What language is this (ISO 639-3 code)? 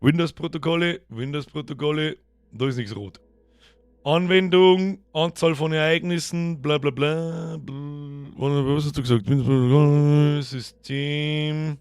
bar